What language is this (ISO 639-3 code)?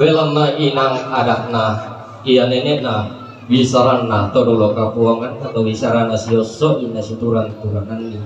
sda